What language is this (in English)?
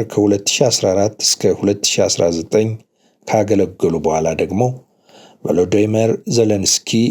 Amharic